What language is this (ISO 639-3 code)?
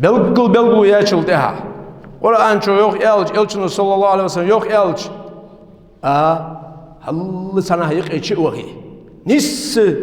inh